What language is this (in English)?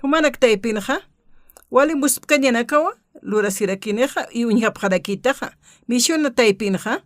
Aymara